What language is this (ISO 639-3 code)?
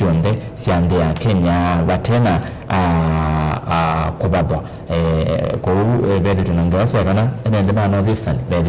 kam